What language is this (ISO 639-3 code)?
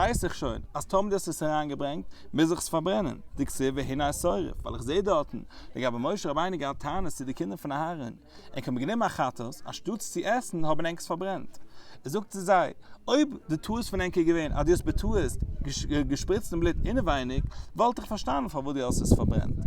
yid